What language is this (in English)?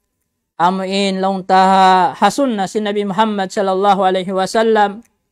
Tausug